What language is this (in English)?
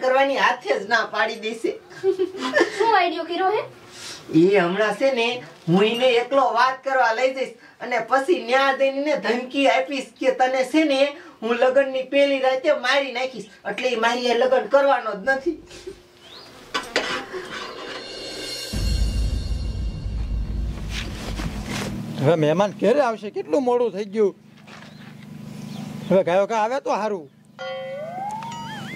Gujarati